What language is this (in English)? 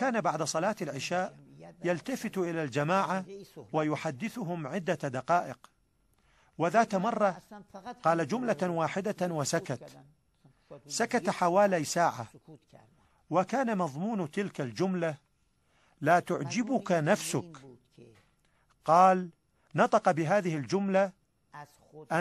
Arabic